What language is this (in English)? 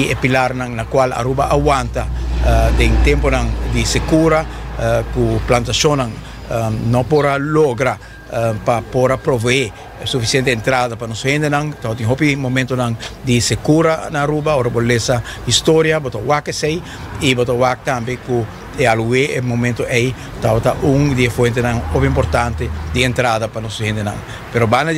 Papiamento